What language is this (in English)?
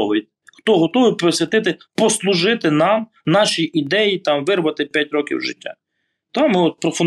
Ukrainian